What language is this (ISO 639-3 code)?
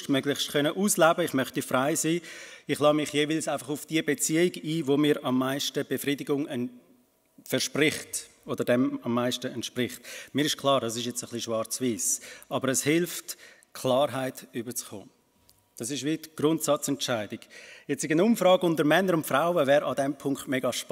deu